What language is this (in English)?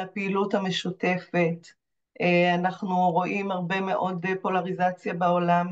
Hebrew